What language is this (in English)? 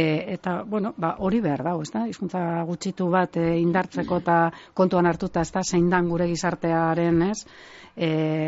Basque